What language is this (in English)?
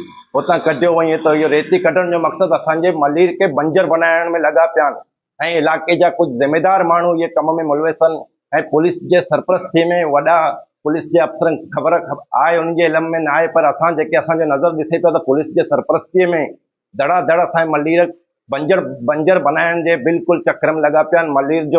Sindhi